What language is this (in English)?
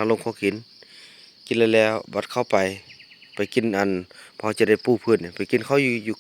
Lao